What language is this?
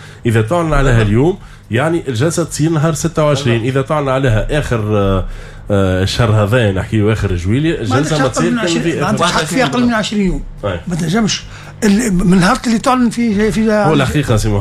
Tunisian Arabic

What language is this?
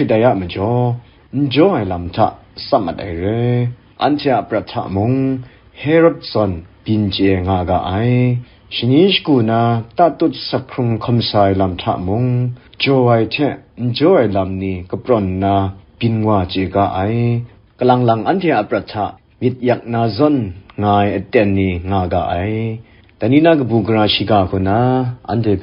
Kachin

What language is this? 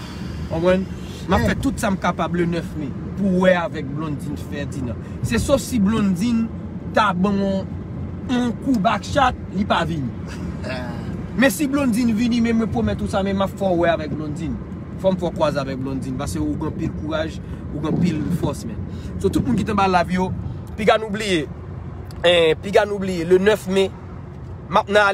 Haitian Creole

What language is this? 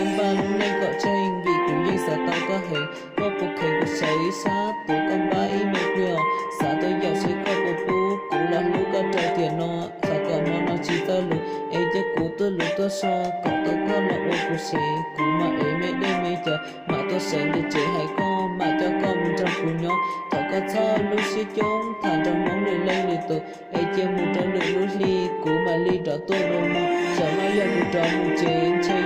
Hmong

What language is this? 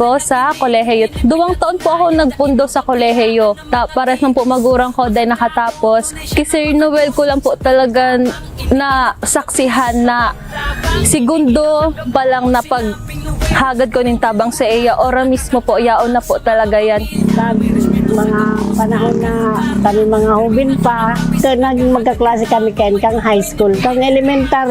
Bikol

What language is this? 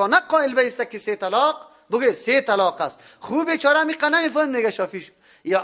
Persian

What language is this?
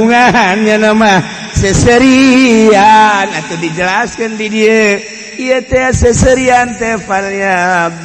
Sundanese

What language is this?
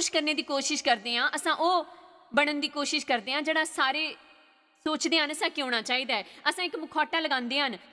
Dogri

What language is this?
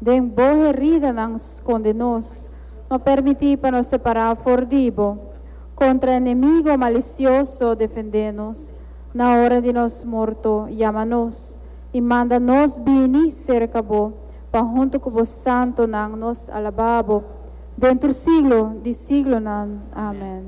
Papiamento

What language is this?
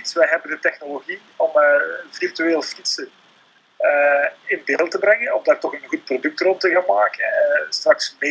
Dutch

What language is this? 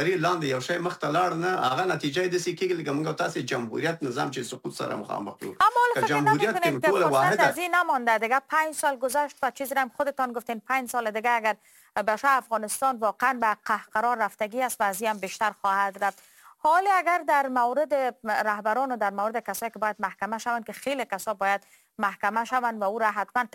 Persian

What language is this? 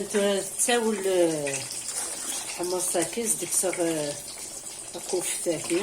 Kabyle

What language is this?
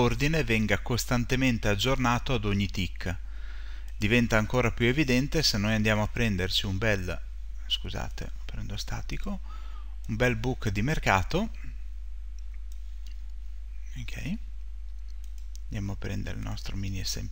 Italian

